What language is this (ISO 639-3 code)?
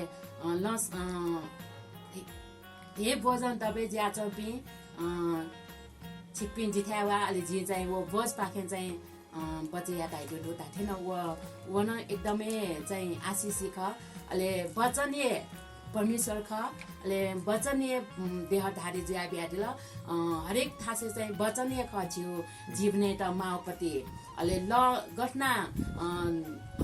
new